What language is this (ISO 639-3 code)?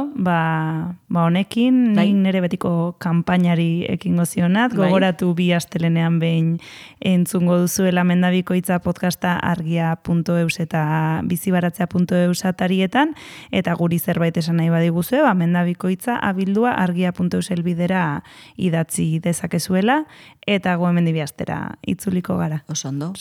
eus